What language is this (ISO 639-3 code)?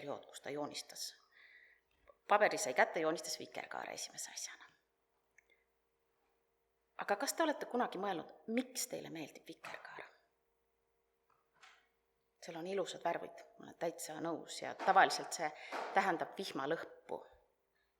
est